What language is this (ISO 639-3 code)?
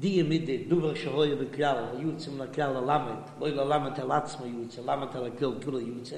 yid